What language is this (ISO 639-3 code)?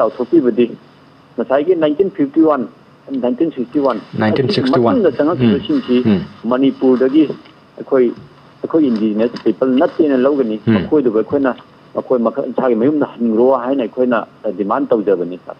mni